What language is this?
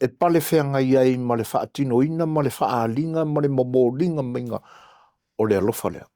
Samoan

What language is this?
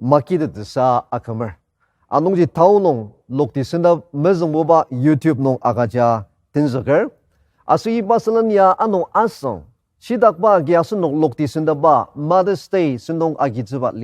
Ao Naga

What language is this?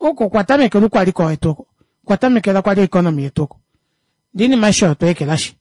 Kuanyama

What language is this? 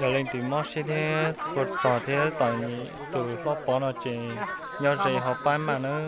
Hmong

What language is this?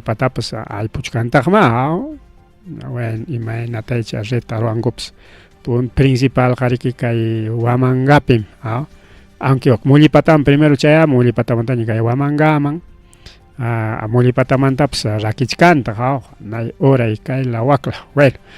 Ayacucho Quechua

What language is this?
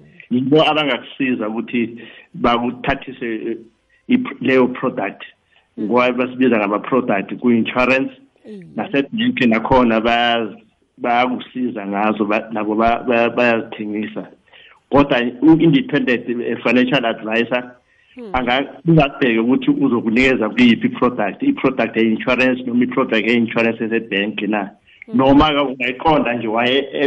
South Ndebele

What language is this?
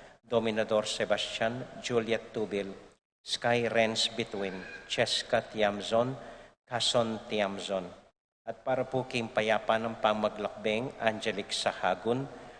Pampanga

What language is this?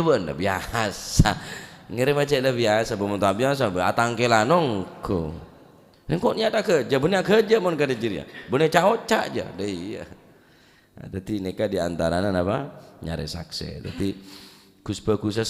Madurese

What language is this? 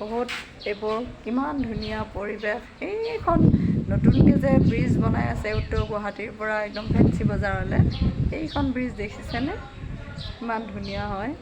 Assamese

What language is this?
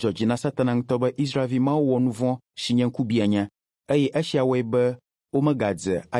Ewe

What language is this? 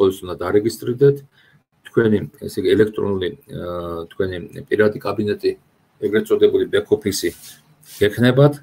Georgian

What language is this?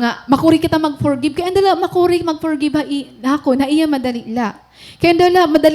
Waray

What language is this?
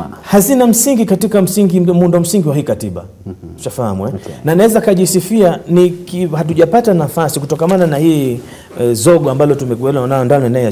Swahili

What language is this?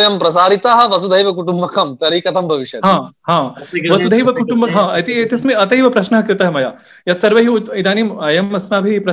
Sanskrit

